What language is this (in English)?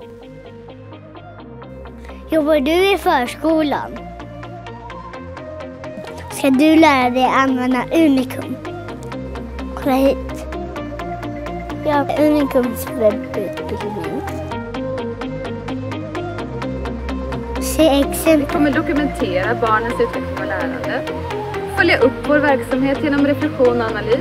Swedish